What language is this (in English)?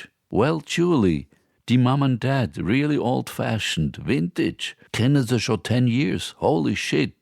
Swiss German